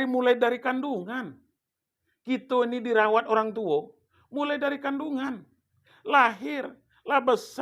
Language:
Minangkabau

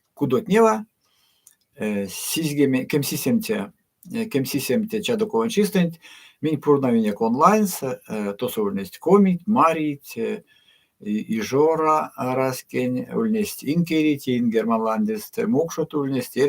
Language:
Erzya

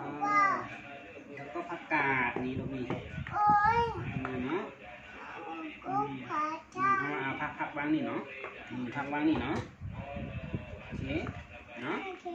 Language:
Shan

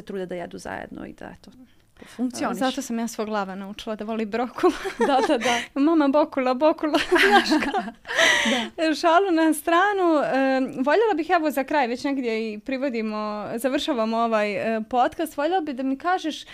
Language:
Serbian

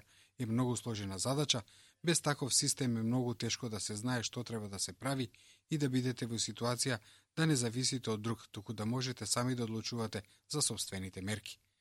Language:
Macedonian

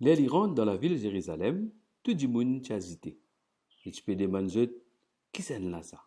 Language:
Morisyen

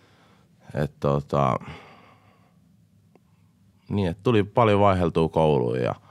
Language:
Finnish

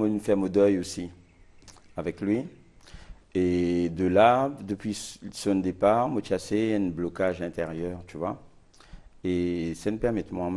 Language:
Morisyen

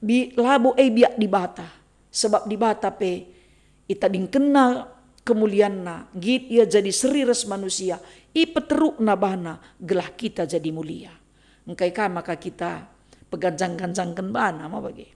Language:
Batak Karo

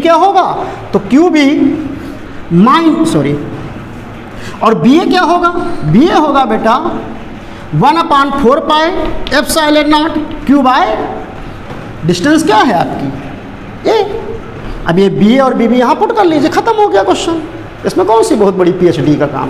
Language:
Hindi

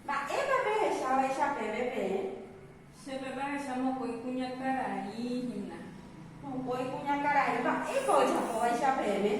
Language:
Guarani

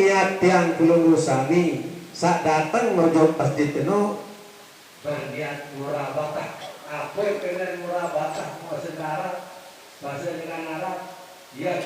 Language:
Sasak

